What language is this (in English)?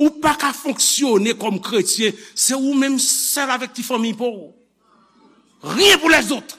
Haitian Creole